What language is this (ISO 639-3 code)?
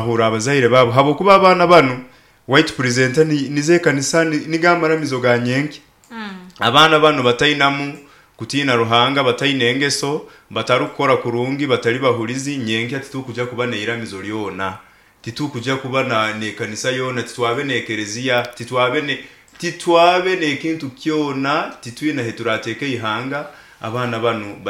nyo